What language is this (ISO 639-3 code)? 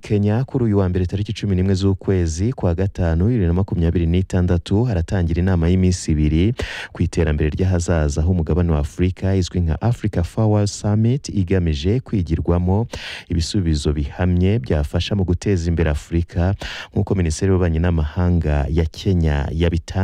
kin